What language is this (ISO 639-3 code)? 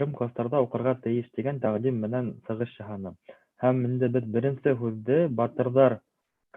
bak